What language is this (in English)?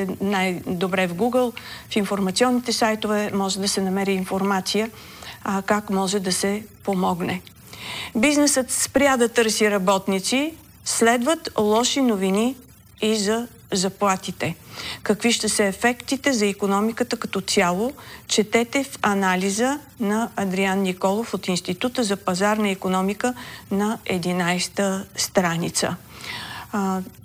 Bulgarian